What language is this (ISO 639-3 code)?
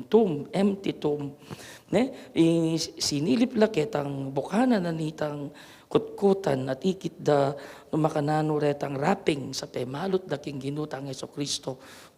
pam